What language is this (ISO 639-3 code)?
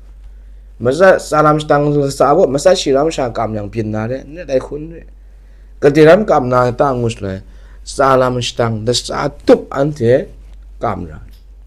kac